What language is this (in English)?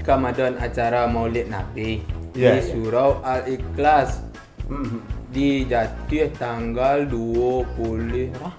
Minangkabau